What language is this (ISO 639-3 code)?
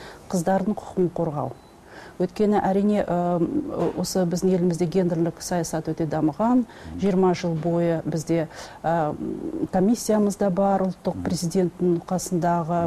kaz